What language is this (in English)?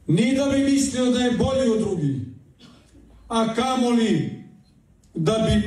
Serbian